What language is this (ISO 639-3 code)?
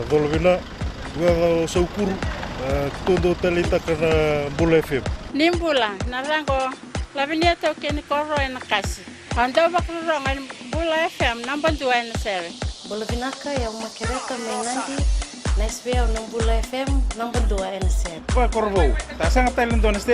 fij